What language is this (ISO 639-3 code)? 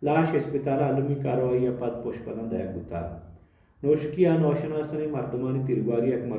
bal